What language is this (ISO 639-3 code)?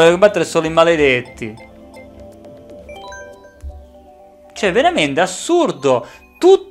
ita